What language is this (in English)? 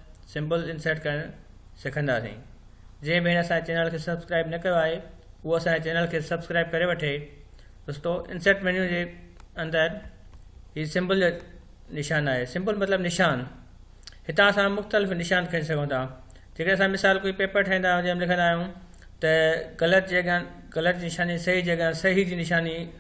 Sindhi